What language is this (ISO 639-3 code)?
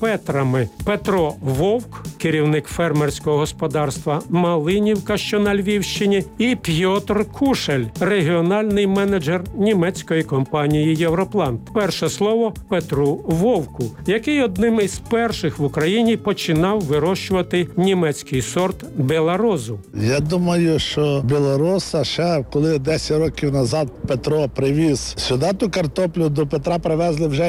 ukr